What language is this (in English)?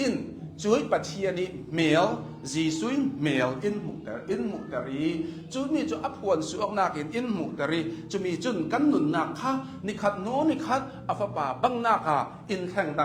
Hakha Chin